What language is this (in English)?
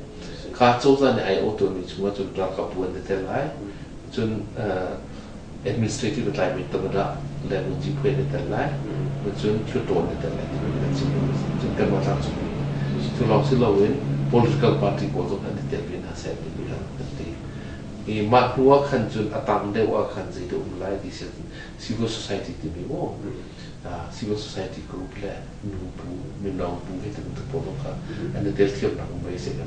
Hakha Chin